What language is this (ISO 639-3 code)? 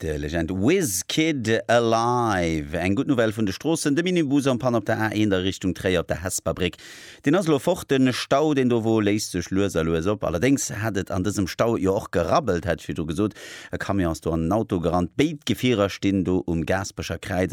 ltz